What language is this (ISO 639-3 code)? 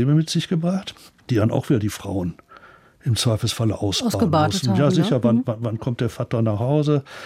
deu